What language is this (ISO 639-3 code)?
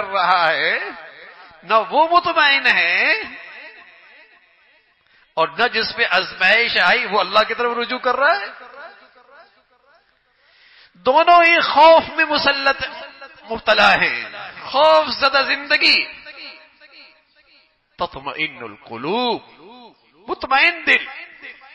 urd